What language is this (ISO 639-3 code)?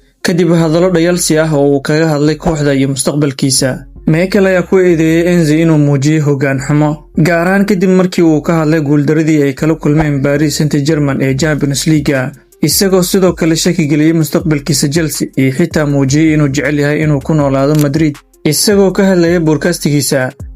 som